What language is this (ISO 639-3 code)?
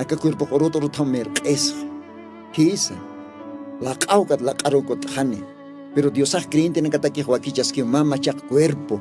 aym